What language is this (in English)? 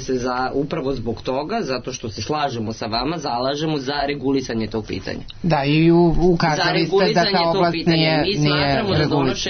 Serbian